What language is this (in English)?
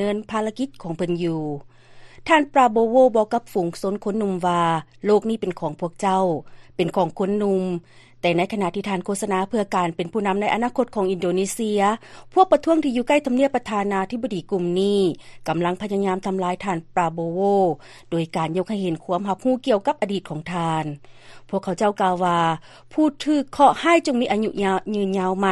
Lao